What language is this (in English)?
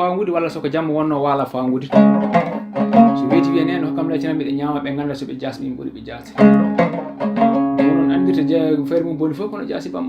Fula